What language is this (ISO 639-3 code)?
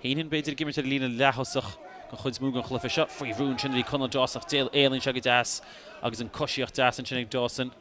gle